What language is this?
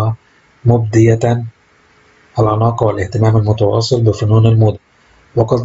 Arabic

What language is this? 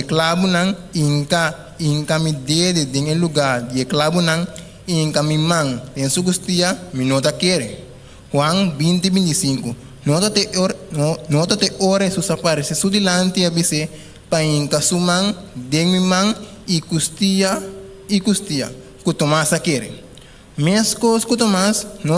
Papiamento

